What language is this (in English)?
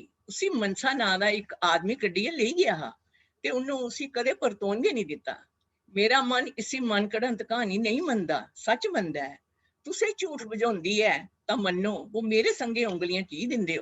Dogri